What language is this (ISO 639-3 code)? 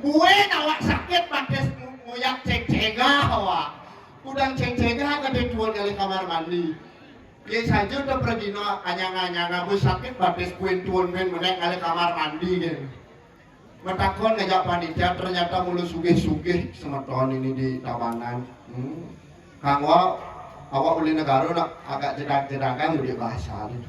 ban